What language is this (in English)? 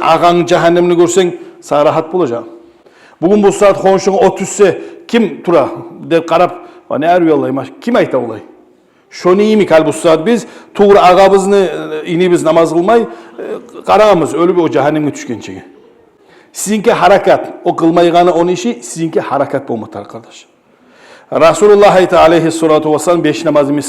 Kumyk